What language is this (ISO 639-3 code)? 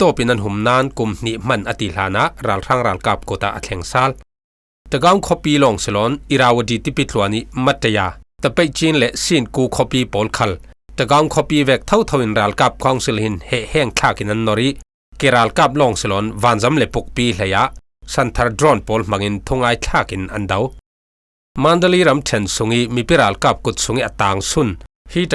cfm